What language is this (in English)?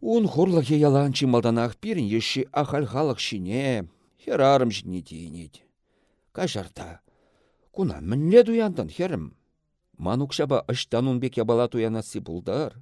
Chuvash